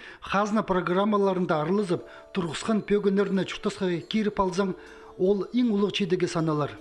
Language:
Khakas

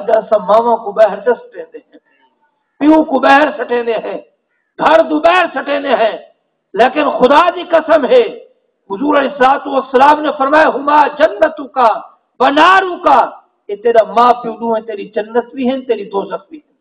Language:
Saraiki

